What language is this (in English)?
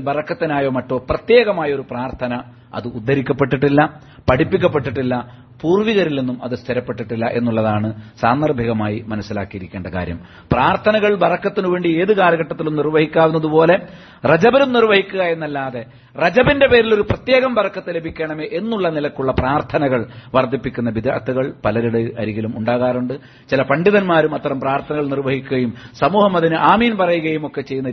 Malayalam